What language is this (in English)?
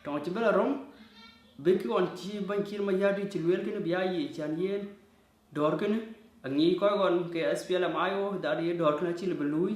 Dinka